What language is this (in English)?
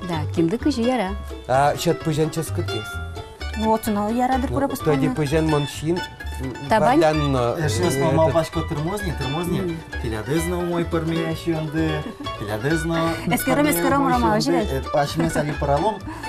Udmurt